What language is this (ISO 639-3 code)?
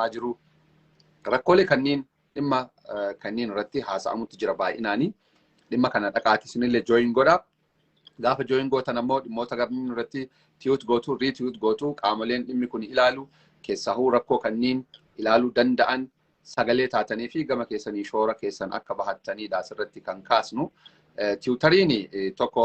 orm